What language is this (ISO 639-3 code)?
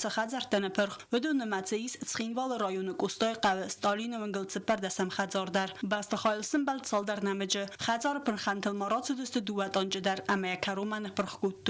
oss